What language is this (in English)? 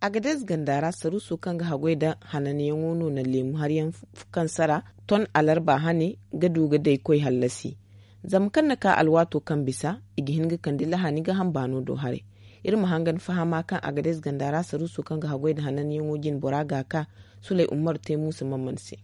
Zarma